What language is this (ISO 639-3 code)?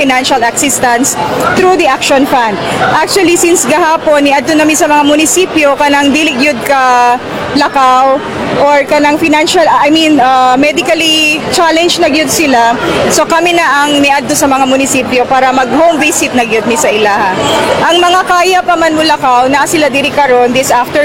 ceb